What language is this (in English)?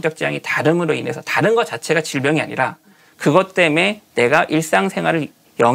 Korean